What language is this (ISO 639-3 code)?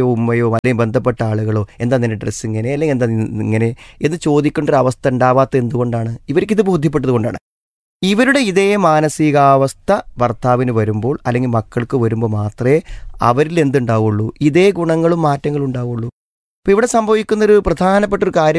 mal